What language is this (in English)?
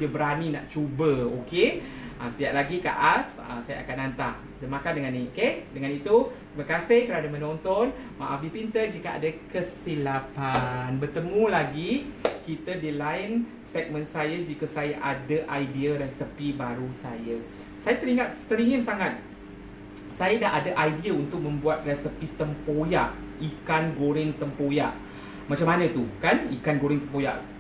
Malay